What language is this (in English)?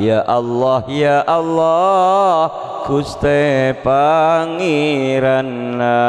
Madurese